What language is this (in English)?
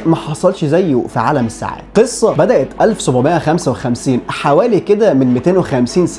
Egyptian Arabic